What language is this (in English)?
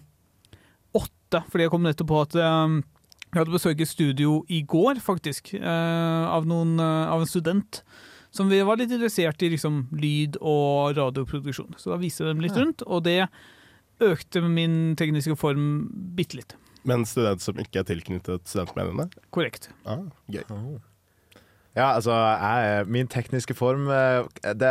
Norwegian